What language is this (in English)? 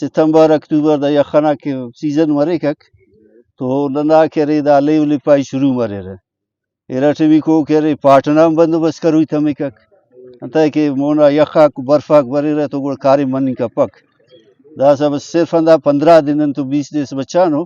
Brahui